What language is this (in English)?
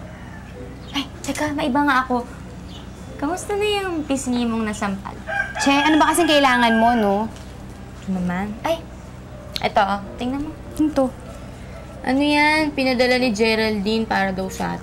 Filipino